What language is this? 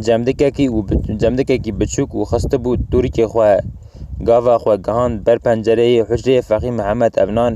Kurdish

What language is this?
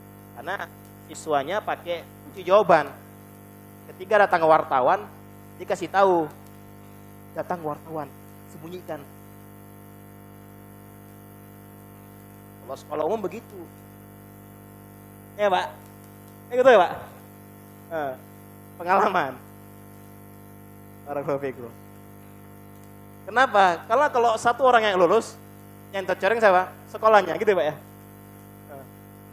Indonesian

